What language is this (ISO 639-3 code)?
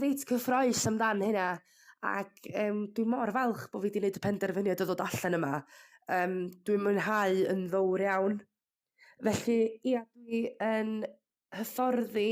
cym